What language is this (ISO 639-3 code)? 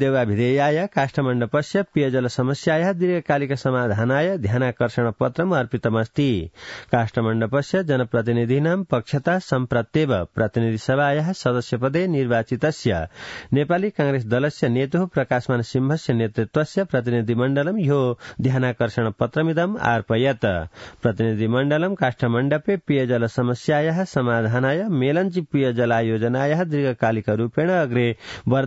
san